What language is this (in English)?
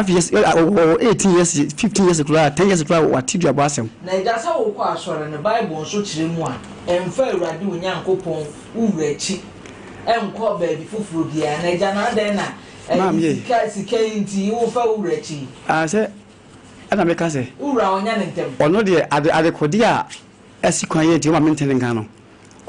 Akan